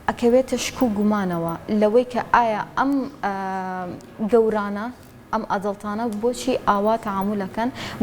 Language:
Central Kurdish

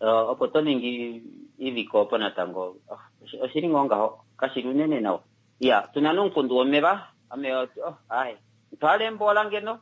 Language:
Kuanyama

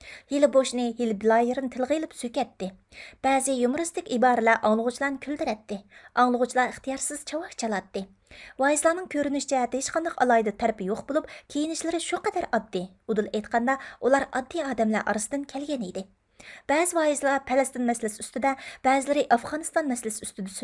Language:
Uyghur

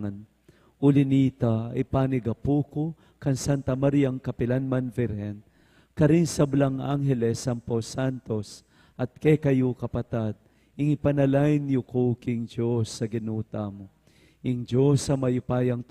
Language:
Pampanga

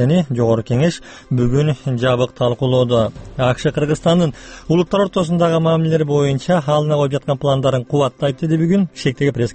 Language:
Kyrgyz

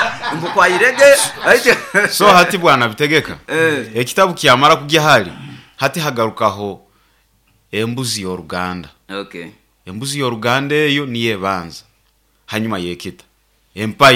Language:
Nyoro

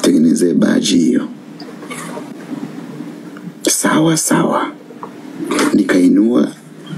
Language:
Swahili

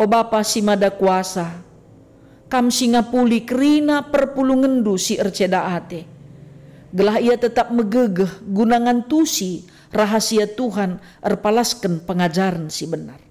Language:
Batak Karo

